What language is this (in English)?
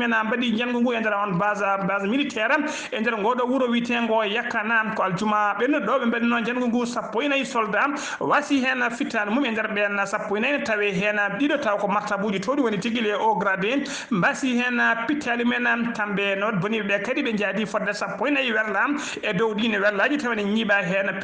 Fula